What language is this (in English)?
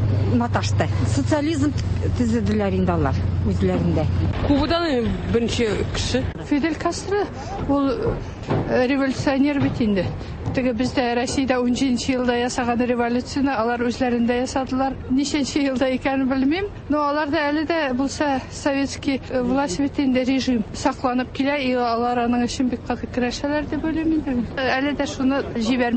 Tatar